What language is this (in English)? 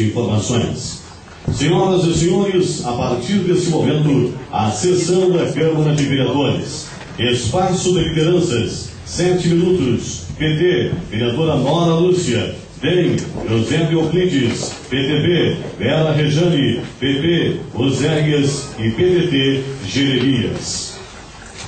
Portuguese